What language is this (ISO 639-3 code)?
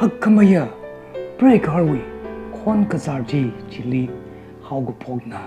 nmf